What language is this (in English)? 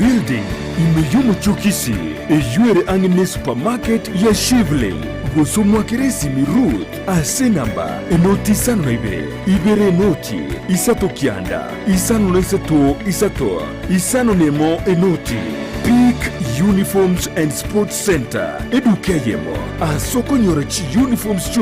Gusii